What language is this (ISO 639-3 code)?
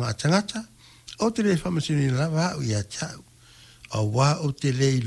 smo